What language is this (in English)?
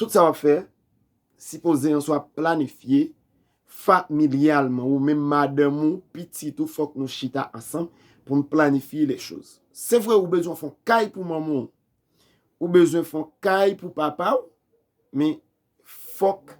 Haitian Creole